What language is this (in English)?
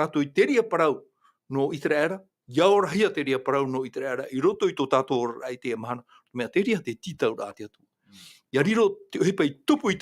Tahitian